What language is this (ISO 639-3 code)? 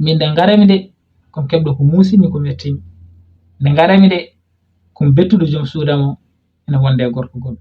ful